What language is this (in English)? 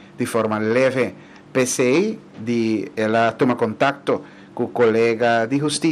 Papiamento